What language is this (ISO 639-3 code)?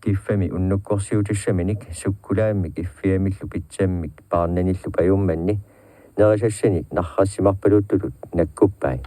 kal